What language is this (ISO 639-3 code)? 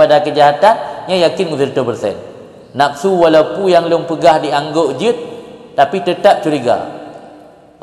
ace